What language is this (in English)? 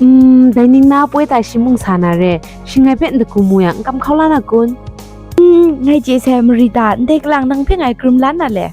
Kachin